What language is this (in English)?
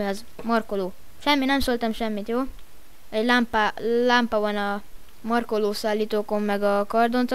Hungarian